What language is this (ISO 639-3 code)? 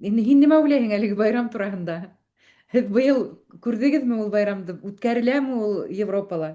bak